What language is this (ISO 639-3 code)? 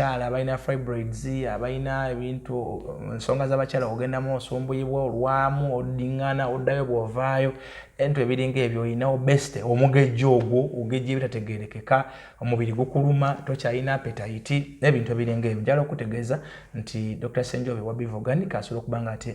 lug